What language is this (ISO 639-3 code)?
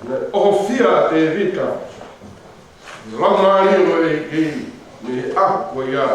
ton